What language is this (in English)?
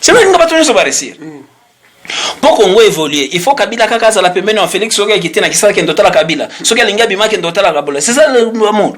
Lingala